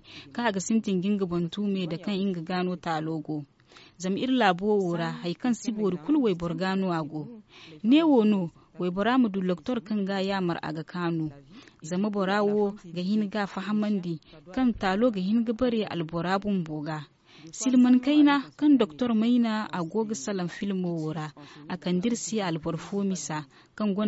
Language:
Zarma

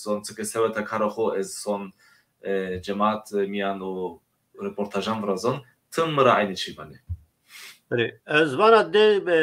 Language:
Zaza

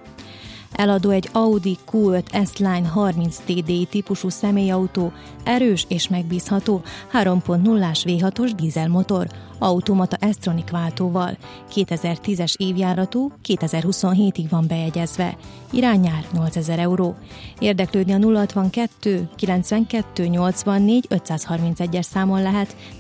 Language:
Hungarian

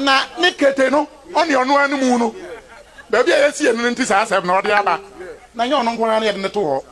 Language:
Akan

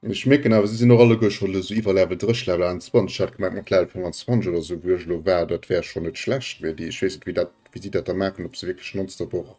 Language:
Luxembourgish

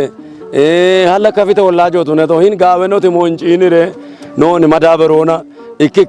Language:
Kafa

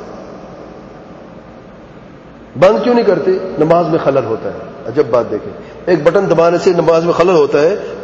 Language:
Urdu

